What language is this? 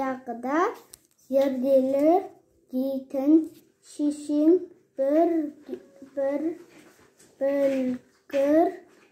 Kazakh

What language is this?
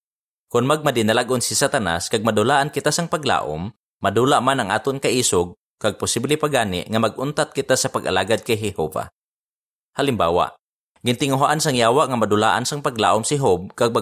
Hiligaynon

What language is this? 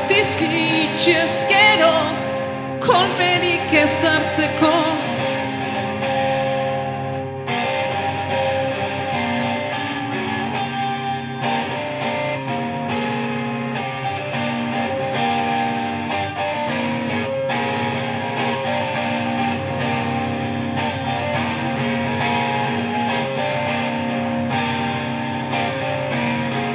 Basque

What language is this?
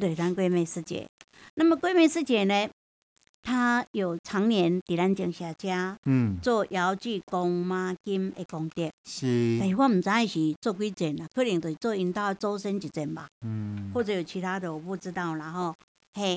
Min Nan Chinese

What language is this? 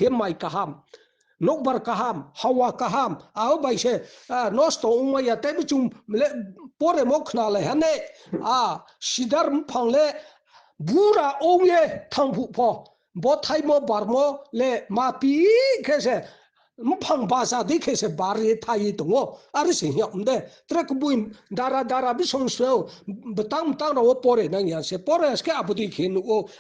Riang (India)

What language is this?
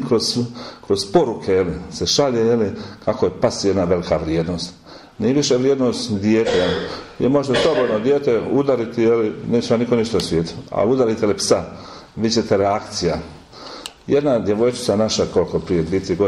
Croatian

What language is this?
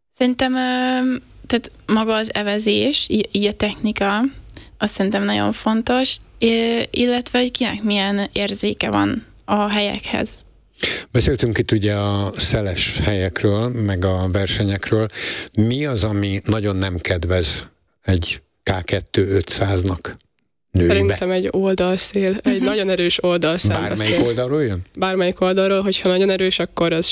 Hungarian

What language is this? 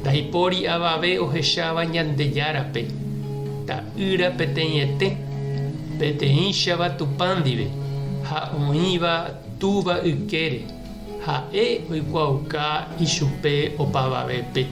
Guarani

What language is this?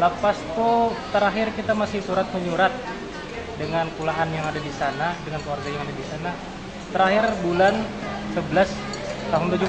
Banjar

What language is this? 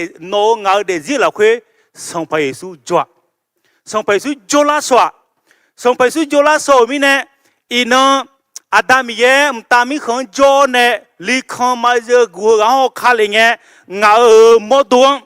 Akha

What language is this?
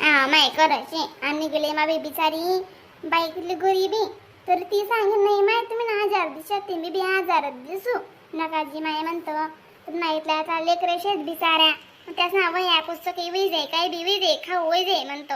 Khandesi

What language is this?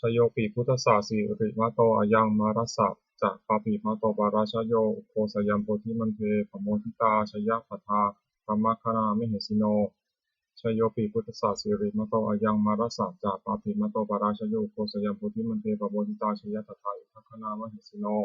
Pali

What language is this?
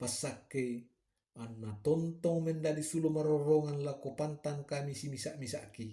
Toraja-Sa'dan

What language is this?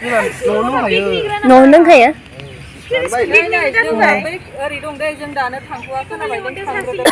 Bodo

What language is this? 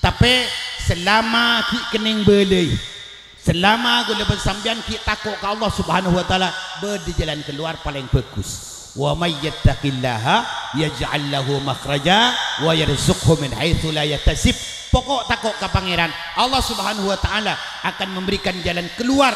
Madurese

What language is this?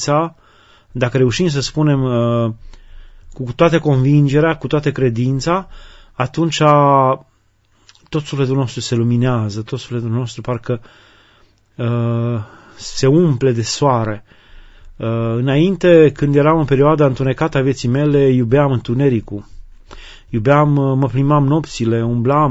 Romanian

